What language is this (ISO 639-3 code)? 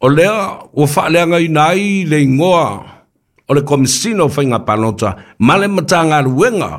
smo